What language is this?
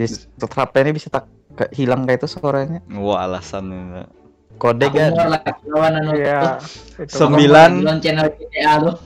Banjar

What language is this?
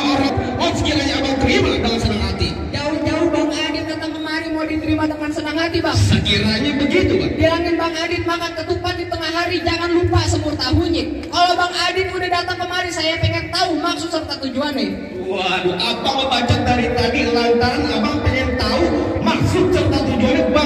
Betawi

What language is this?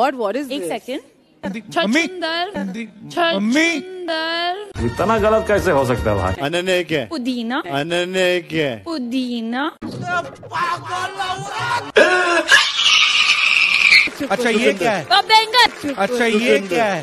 Hindi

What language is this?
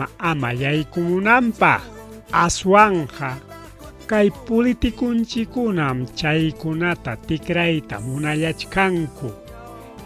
Ayacucho Quechua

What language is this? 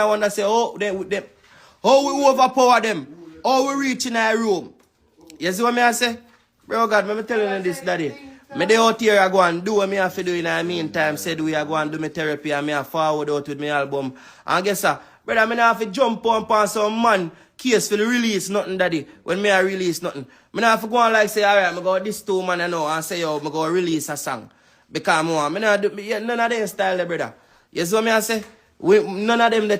Jamaican Creole English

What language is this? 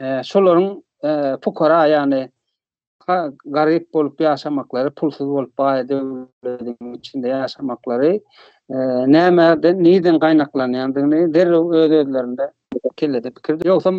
Turkmen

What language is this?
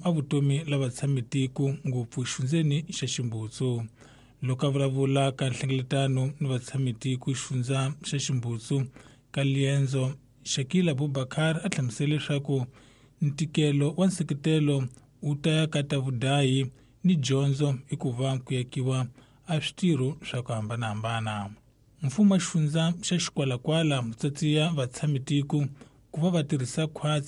Tsonga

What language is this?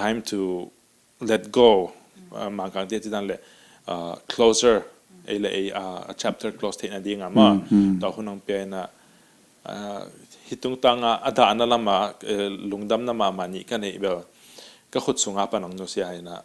Tedim Chin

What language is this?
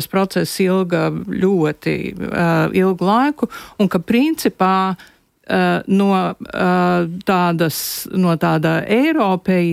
Latvian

